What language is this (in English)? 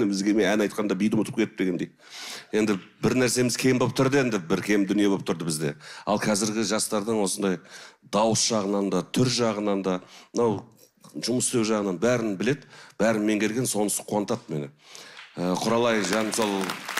Kazakh